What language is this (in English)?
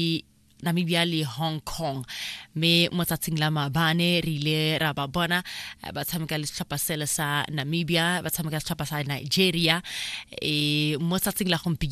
Tswana